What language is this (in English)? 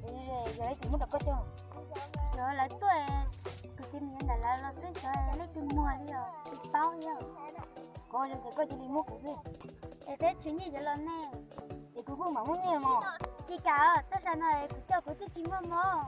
Hmong